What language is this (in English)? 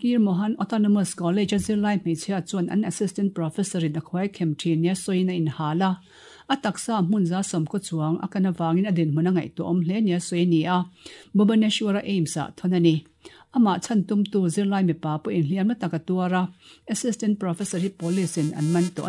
Mizo